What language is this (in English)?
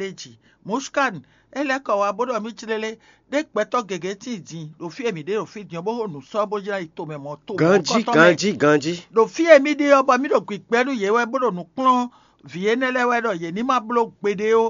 Fon